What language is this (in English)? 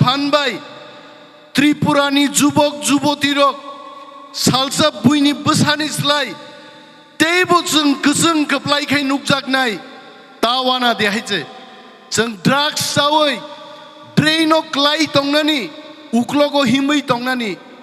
Kok Borok